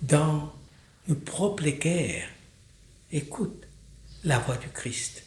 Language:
Morisyen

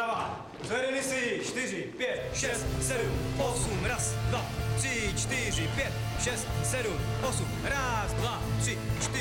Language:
Czech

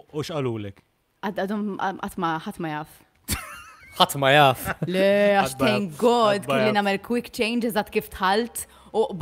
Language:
Maltese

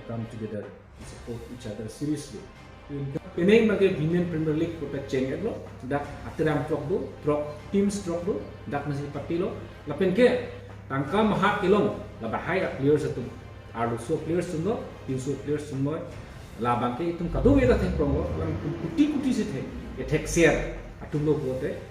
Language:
Karbi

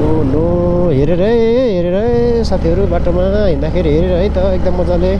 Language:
Nepali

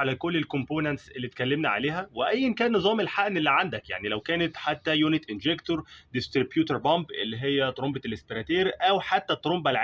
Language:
Egyptian Arabic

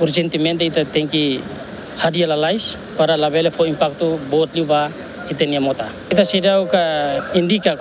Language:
Tetum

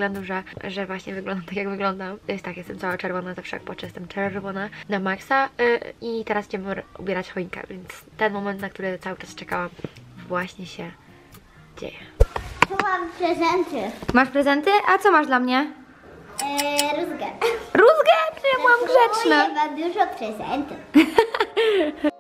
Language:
Polish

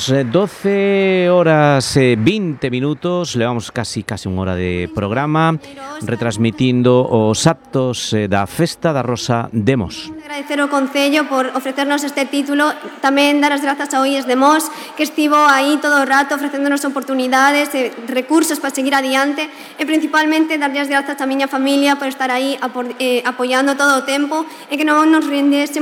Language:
Galician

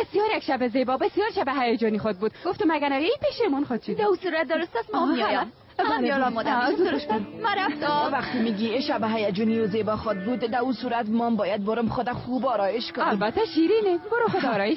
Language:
Tajik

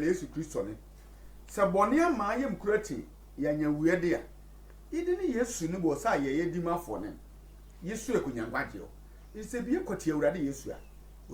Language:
Sehwi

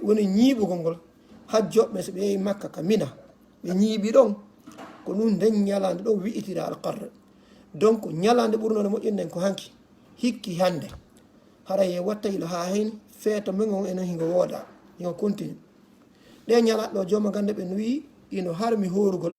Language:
Fula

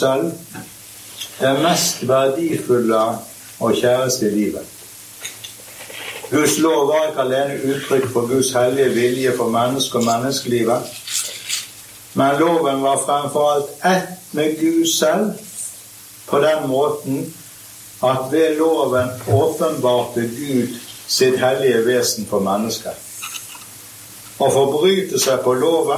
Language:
Norwegian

